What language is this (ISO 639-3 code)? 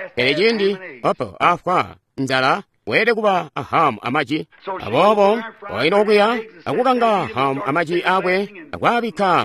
toi